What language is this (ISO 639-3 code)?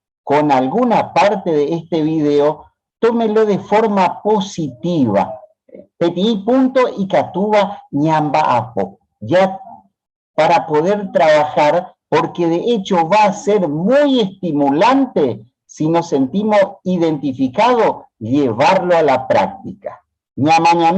grn